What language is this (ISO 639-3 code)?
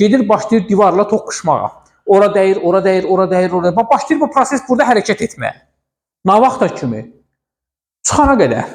aze